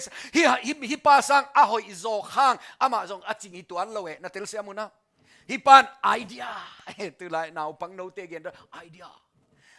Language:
Tedim Chin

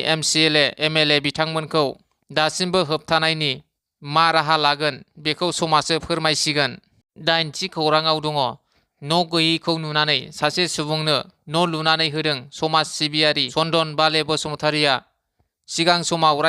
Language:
Bodo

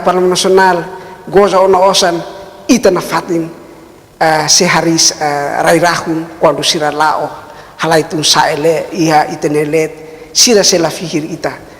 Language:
Tetum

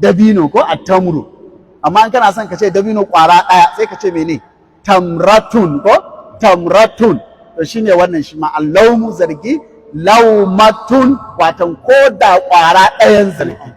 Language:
Hausa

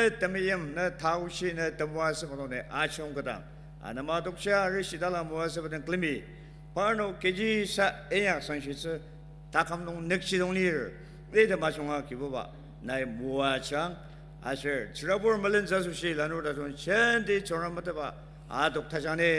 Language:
Ao Naga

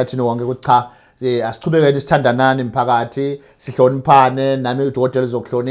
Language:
Zulu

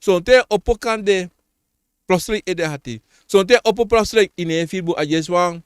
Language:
Sranan Tongo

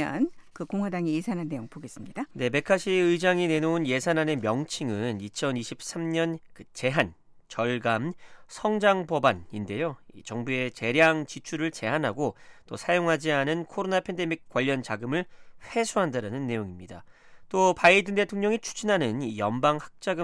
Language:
Korean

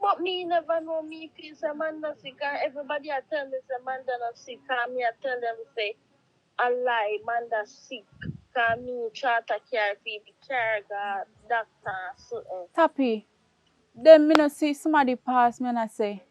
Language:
Jamaican Creole English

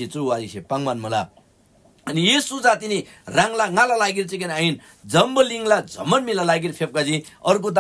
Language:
Eastern Tamang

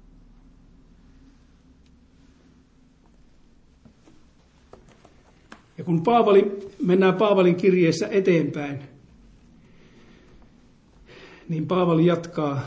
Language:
Finnish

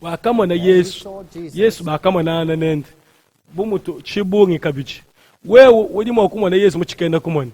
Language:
Luba-Lulua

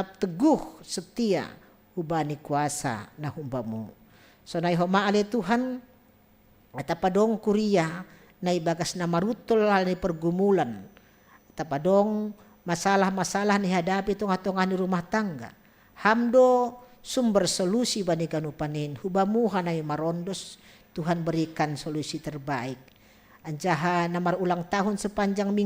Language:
Batak Simalungun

